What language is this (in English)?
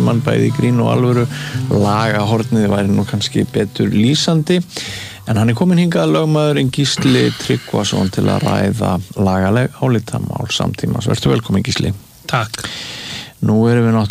Icelandic